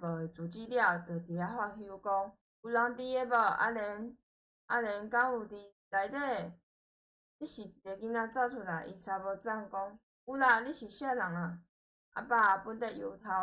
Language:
Min Nan Chinese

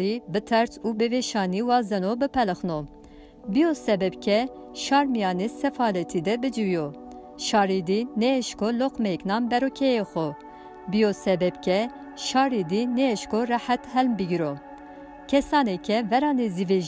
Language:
Zaza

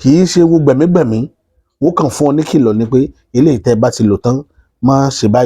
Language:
Yoruba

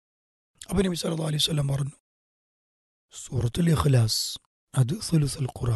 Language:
Malayalam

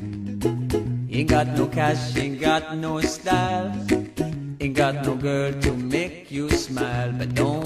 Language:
English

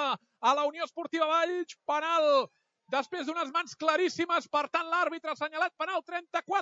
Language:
Catalan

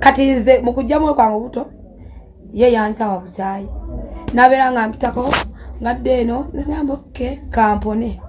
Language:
Ganda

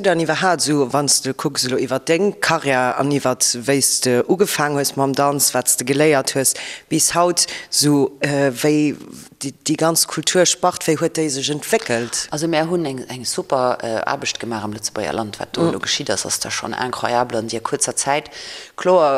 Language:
Luxembourgish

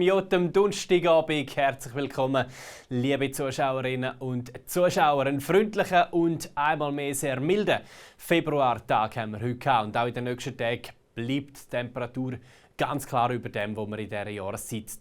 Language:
Swiss German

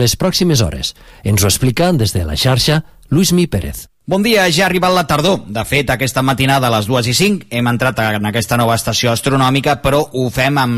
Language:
Catalan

